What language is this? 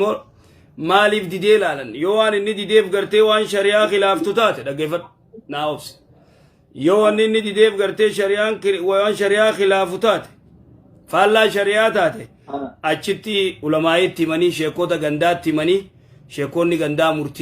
Oromo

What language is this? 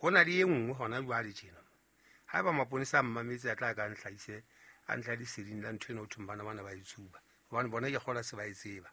Southern Sotho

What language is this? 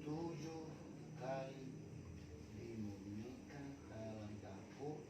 Nias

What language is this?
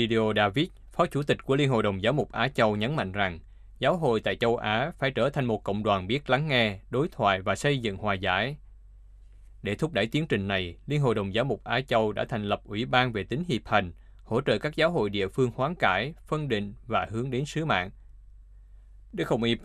Vietnamese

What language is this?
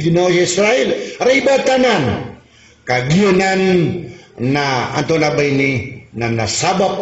Maranao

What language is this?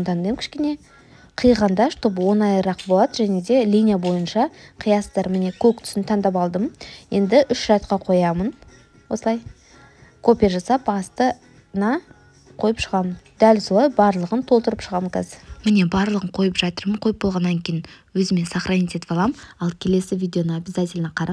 Kazakh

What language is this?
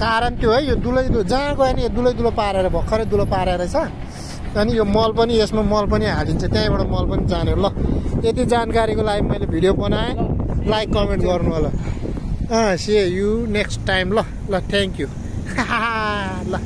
Nepali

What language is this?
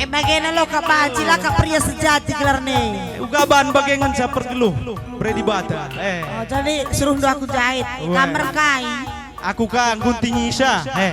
Batak Karo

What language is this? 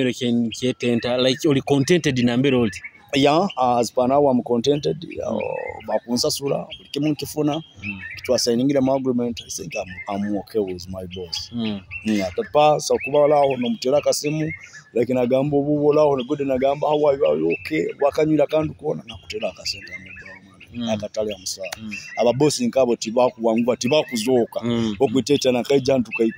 Nyoro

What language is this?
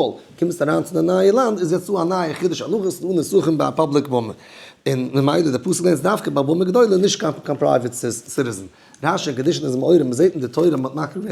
Yiddish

